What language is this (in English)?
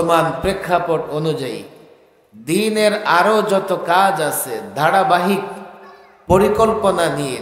Bangla